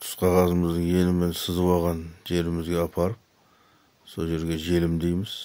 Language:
Kazakh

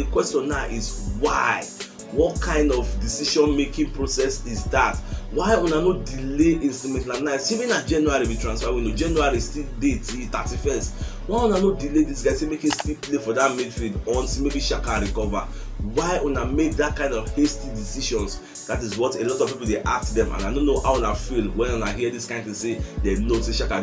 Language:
Nigerian Pidgin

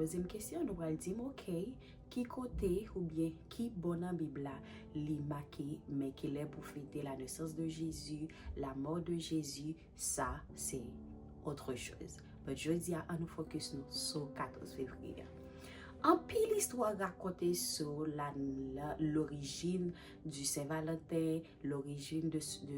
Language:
Haitian Creole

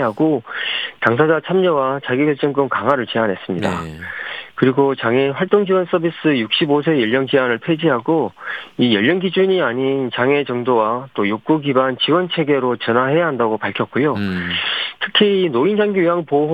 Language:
Korean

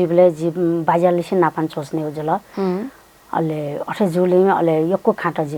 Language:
Newari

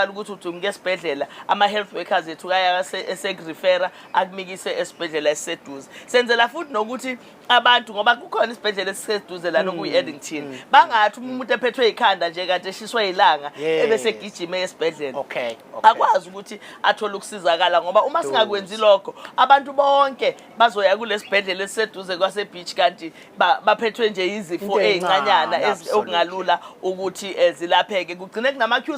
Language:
Zulu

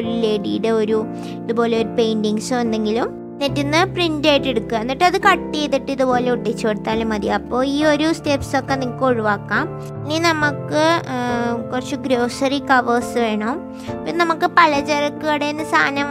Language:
Malayalam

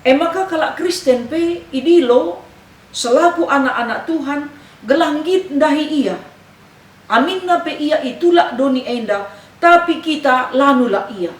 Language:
Batak Karo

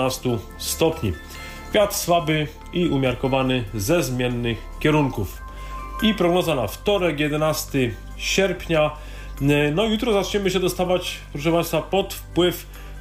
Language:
Polish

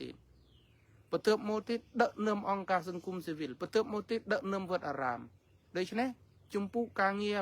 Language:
Khmer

